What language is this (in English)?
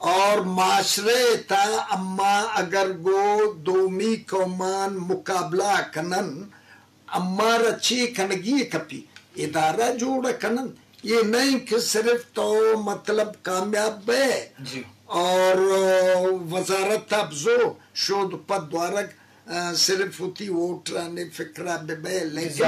Eastern Balochi